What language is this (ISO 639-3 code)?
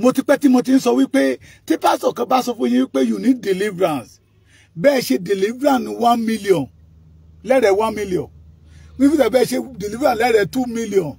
yor